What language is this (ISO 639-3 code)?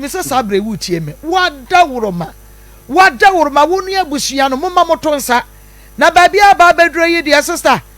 aka